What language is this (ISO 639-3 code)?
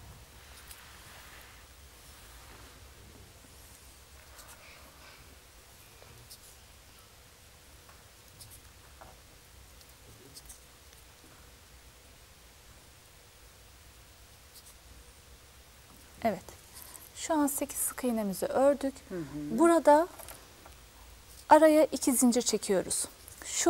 tur